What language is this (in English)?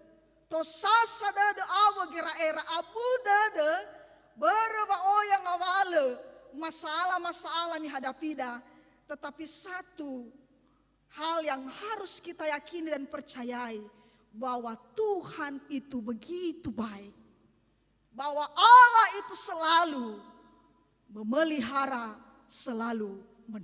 Nias